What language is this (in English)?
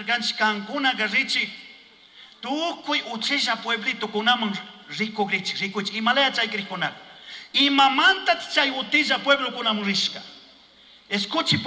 Chimborazo Highland Quichua